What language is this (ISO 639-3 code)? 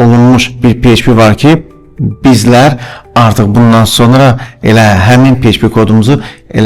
aze